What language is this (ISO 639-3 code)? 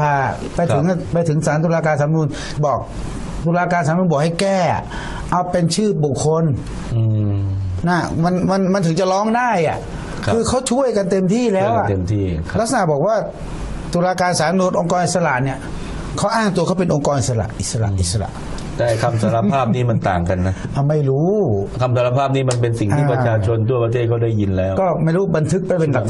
tha